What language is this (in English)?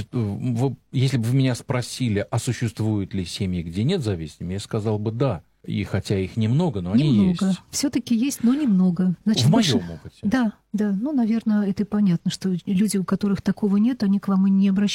Russian